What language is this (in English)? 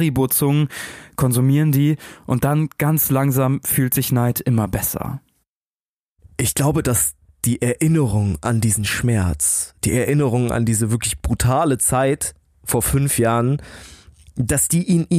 German